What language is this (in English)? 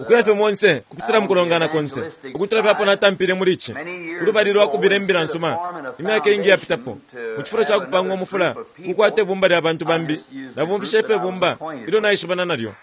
Bemba